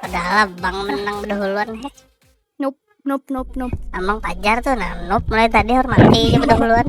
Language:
Banjar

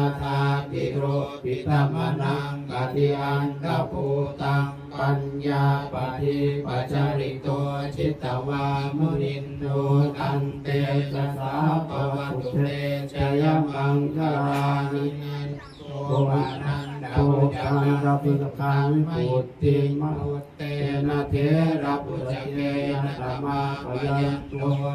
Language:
Pali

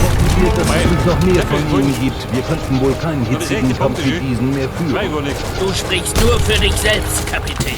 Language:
Bavarian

